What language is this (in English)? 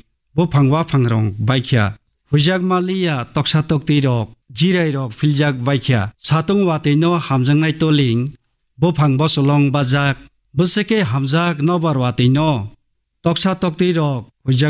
Kok Borok